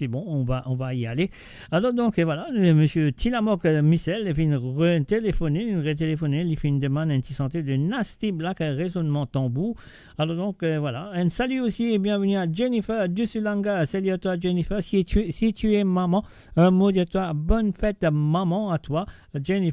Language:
Morisyen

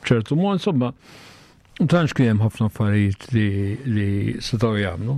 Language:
Maltese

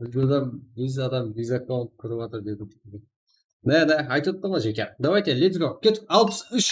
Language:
Kara-Kalpak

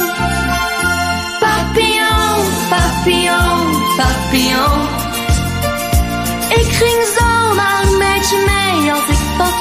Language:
Dutch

